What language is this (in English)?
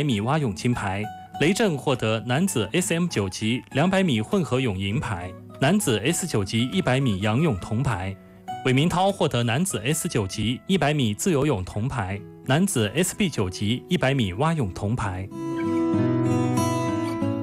Chinese